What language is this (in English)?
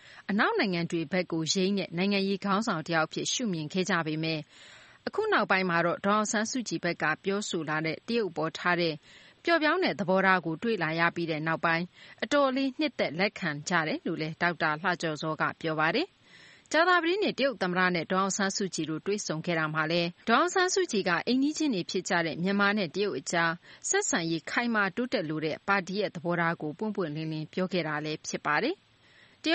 Burmese